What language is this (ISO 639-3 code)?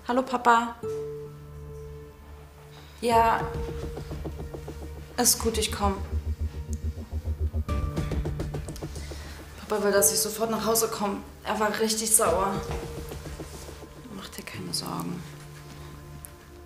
deu